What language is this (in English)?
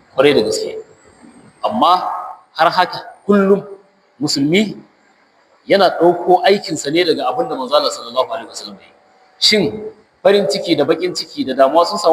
Hausa